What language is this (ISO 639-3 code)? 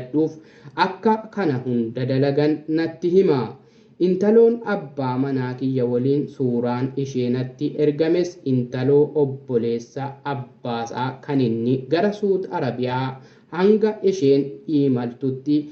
orm